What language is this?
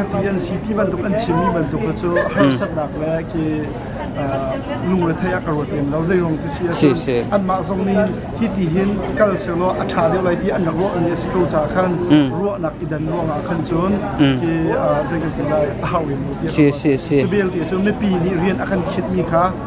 Hakha Chin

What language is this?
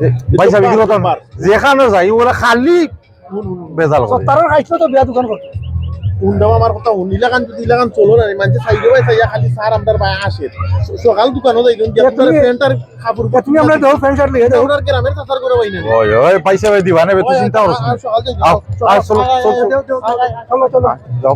Sylheti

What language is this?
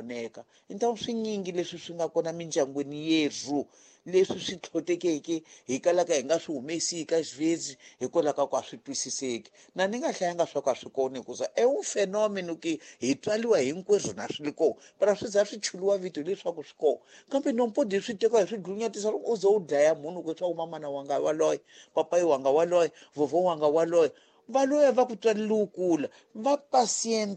Tsonga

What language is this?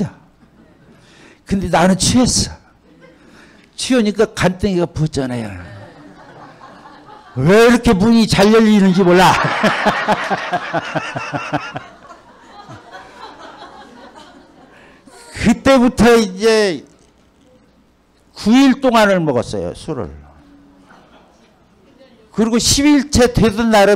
Korean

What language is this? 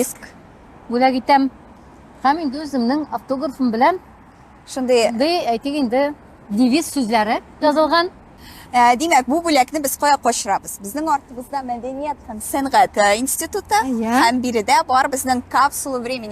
Tatar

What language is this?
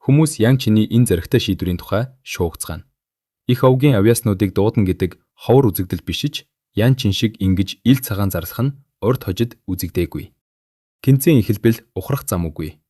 Mongolian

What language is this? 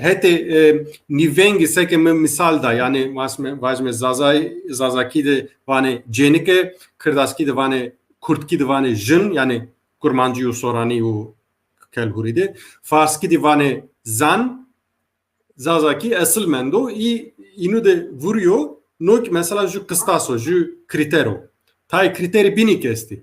Zaza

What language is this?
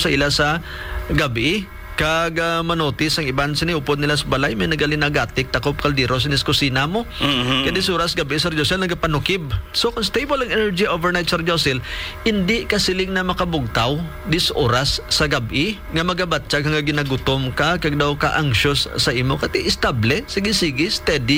Hiligaynon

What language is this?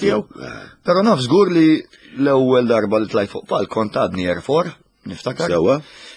Maltese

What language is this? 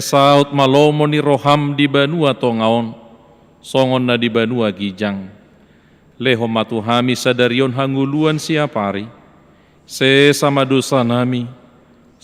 Batak Toba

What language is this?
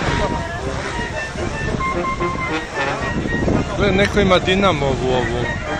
Croatian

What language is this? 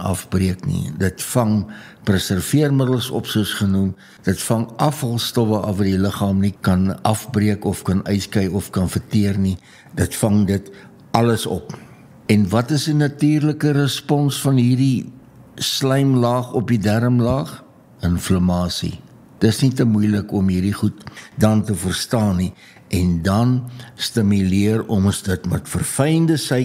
Afrikaans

